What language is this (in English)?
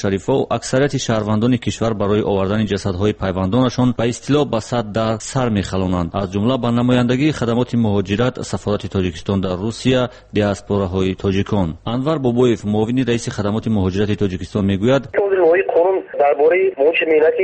Tajik